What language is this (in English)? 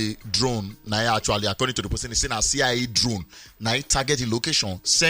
Nigerian Pidgin